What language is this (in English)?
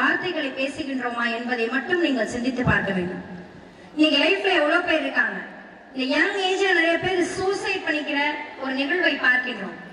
Tamil